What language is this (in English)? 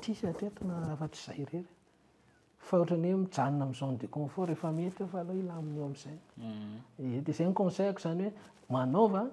Malagasy